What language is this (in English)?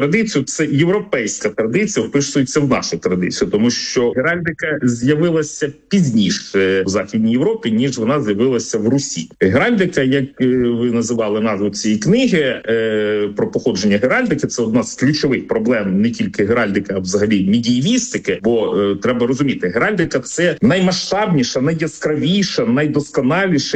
Ukrainian